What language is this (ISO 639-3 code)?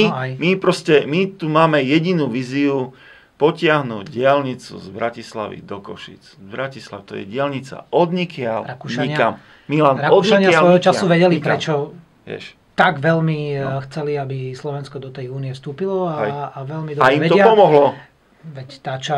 slk